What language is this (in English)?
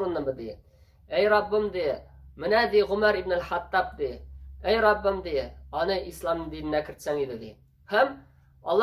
Tatar